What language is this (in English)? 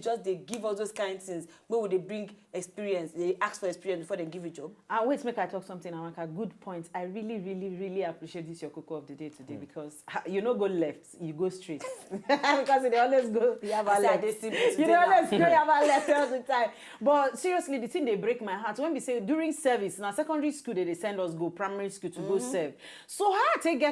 Nigerian Pidgin